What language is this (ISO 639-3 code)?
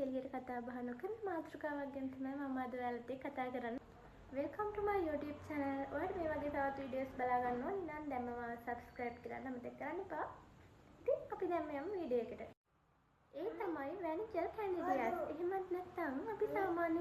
sin